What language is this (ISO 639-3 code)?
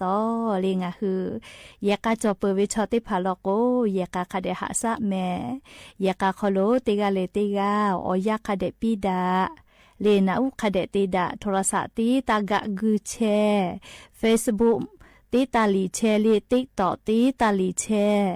lhu